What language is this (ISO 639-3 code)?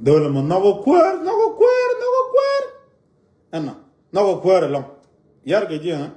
nus